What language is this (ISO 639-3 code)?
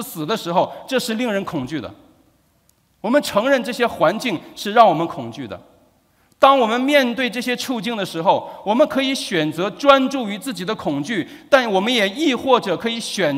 zho